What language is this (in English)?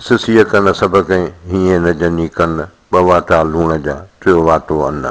Sindhi